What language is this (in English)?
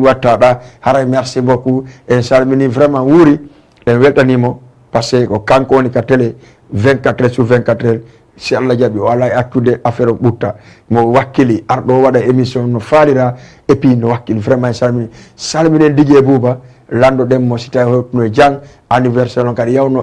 Fula